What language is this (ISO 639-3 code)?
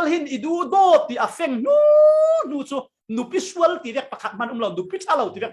cfm